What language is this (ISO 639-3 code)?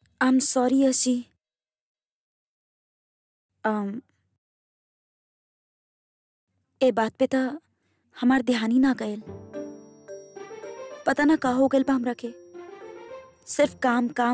bho